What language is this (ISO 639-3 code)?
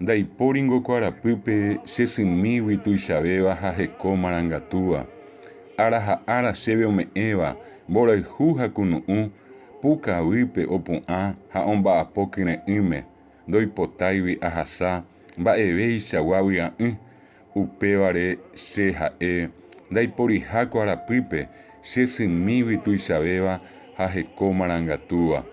grn